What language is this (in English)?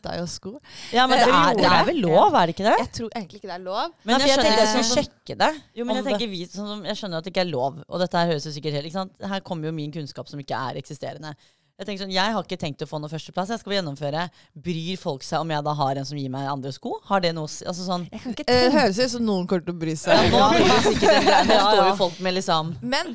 Norwegian